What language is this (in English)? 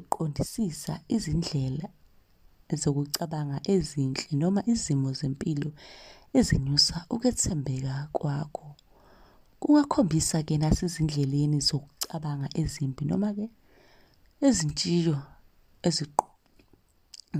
Zulu